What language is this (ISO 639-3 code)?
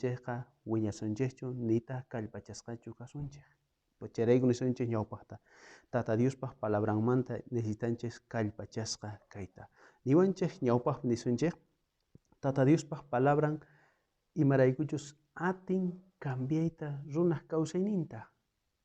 quh